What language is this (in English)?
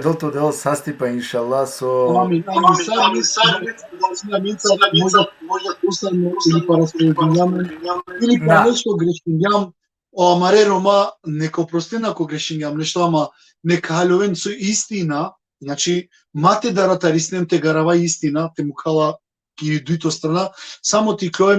Balkan Romani